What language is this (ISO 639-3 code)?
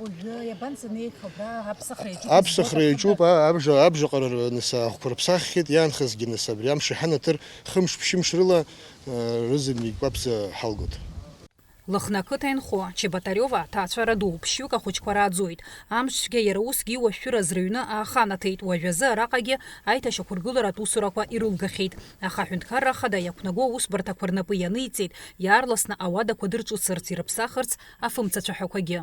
abk